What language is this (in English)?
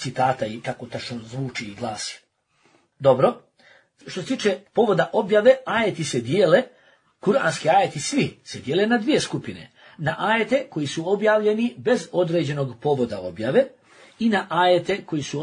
Bosnian